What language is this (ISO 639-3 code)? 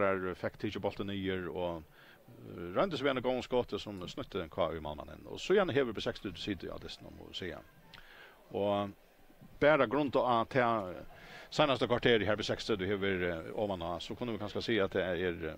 fao